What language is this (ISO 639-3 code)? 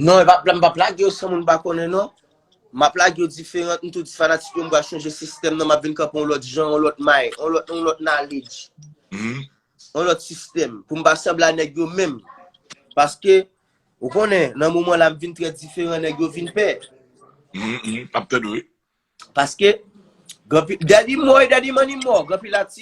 hat